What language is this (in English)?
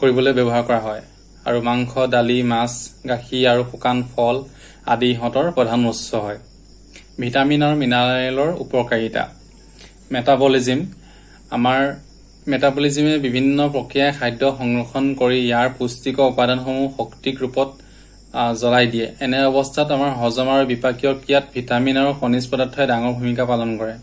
Assamese